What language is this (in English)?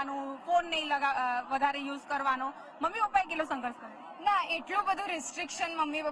Gujarati